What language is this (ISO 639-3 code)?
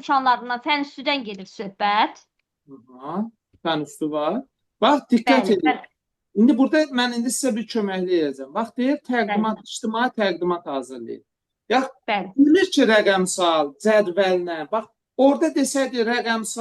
aze